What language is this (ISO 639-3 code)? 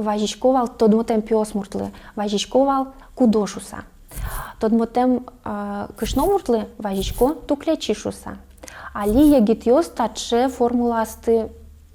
udm